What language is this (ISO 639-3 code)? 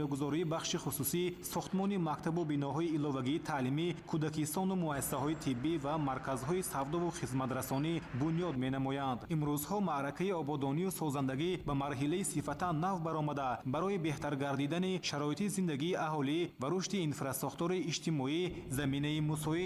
tgk